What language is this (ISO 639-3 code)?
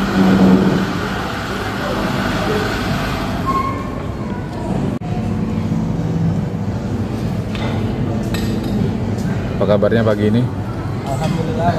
ind